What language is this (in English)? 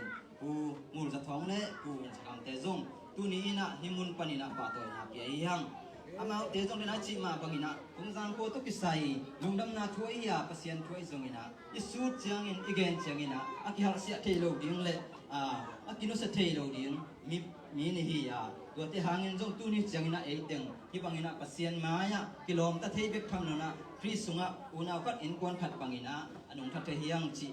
Tedim Chin